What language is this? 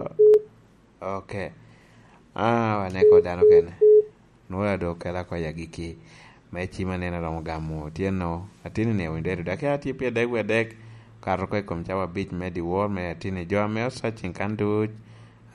Lango (Uganda)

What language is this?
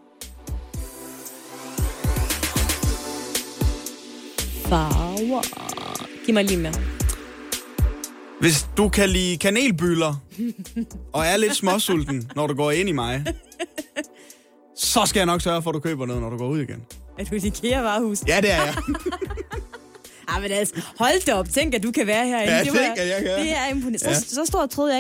Danish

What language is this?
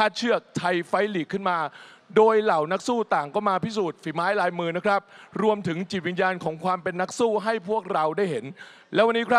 Thai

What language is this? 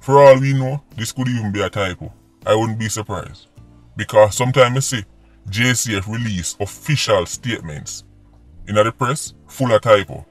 Jamaican Creole English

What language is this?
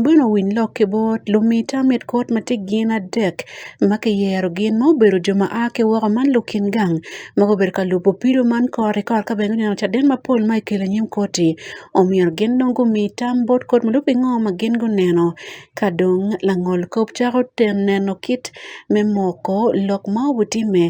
Acoli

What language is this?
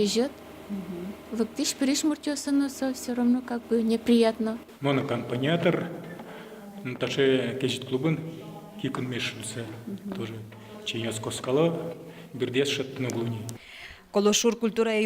Udmurt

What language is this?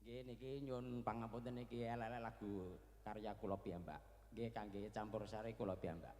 Javanese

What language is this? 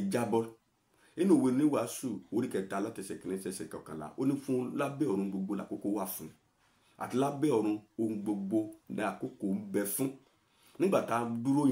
Yoruba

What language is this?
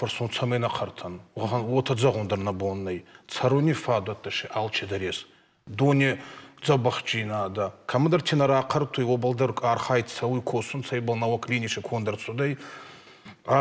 Ossetic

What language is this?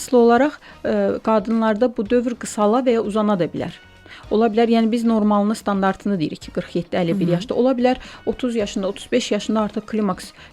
Azerbaijani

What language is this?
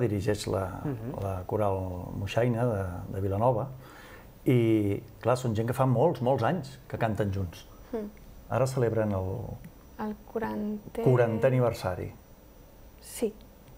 Catalan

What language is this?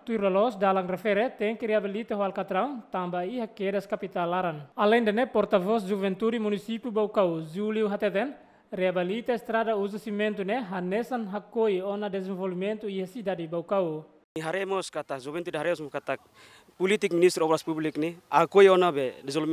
Tetum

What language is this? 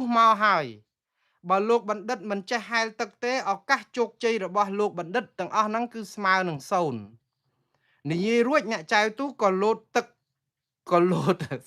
Khmer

